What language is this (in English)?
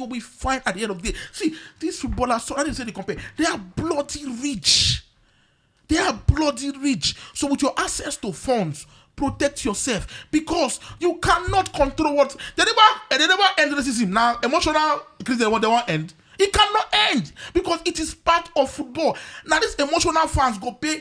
Nigerian Pidgin